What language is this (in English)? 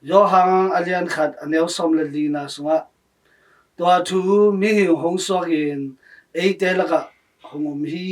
Tedim Chin